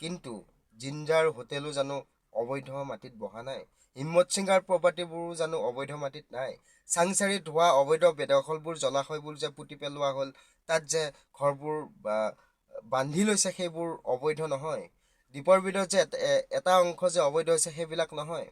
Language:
Assamese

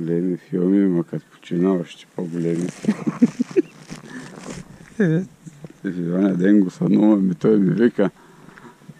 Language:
Bulgarian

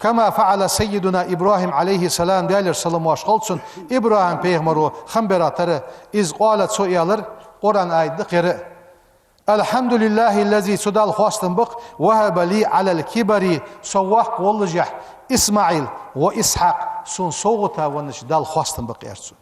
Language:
Ingush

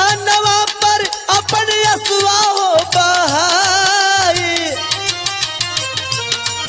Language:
Bhojpuri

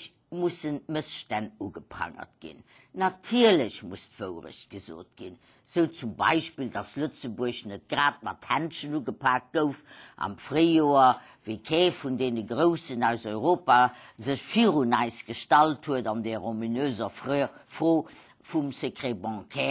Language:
Luxembourgish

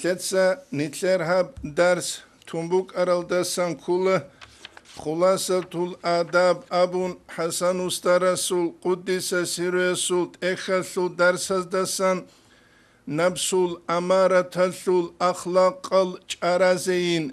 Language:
Avaric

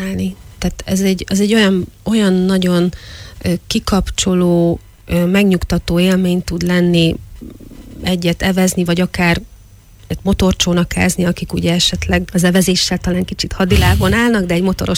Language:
Hungarian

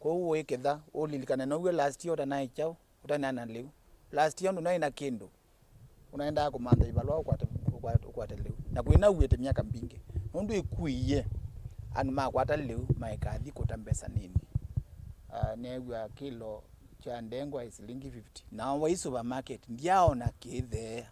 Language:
Kamba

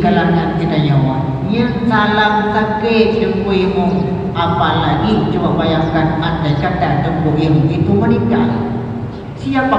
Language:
Achinese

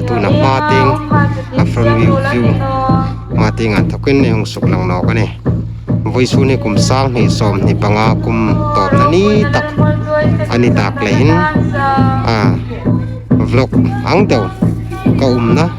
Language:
Hmar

